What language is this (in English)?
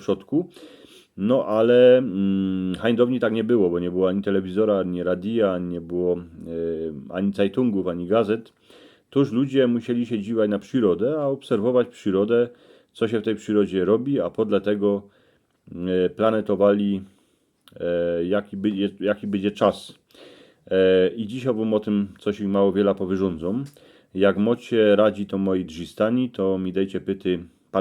Silesian